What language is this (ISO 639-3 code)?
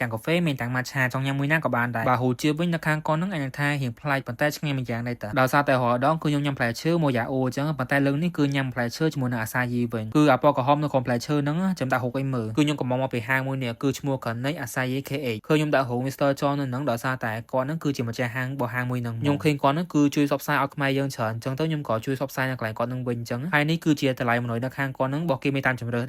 khm